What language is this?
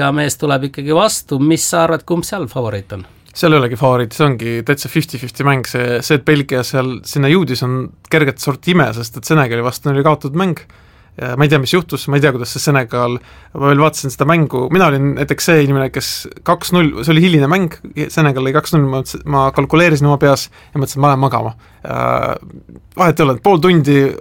Estonian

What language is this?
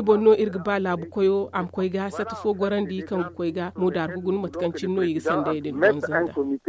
Zarma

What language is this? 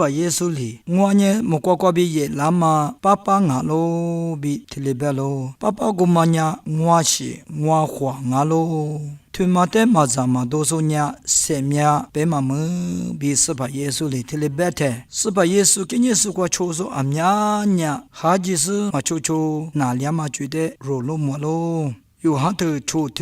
Lisu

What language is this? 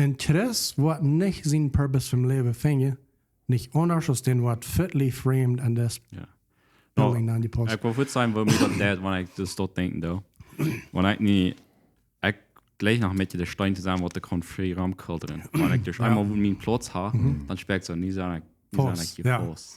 Plautdietsch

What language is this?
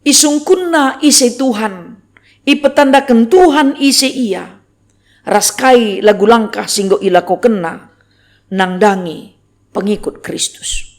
Batak Karo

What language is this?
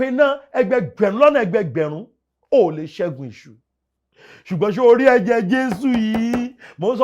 Yoruba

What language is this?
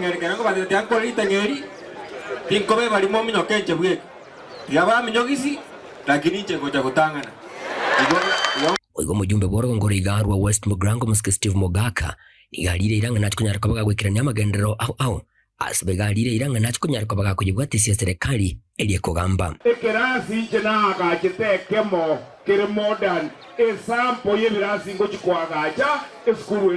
Gusii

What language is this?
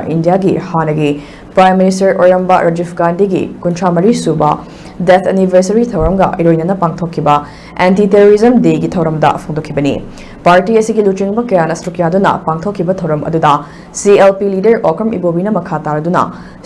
Manipuri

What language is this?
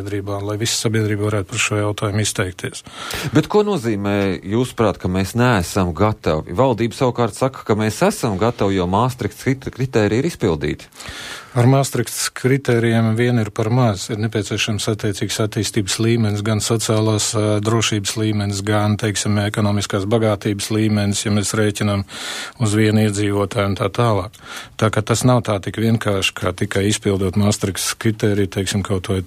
Latvian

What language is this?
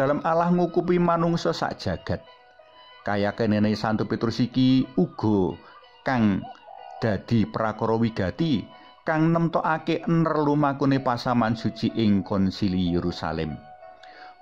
Javanese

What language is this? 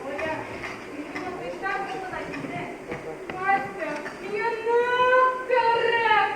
Bashkir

